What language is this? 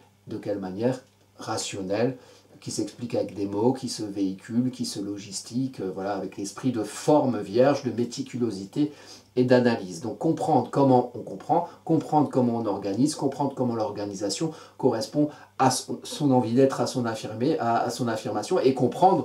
French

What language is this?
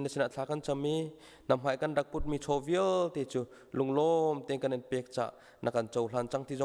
Hakha Chin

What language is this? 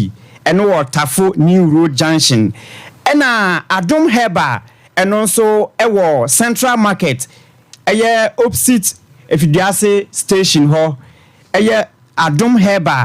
Akan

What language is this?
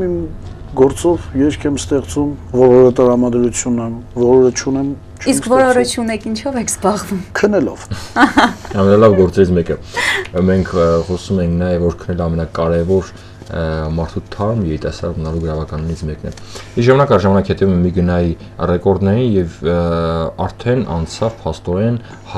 Armenian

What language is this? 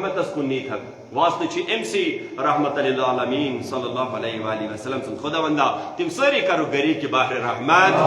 Kashmiri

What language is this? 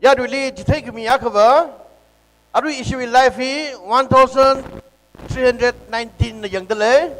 Tangkhul Naga (India)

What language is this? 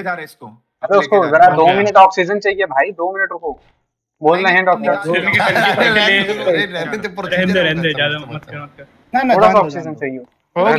Hindi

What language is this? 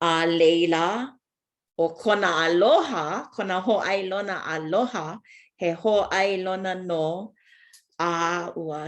Hawaiian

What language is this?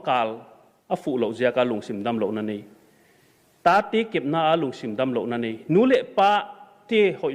Paite Chin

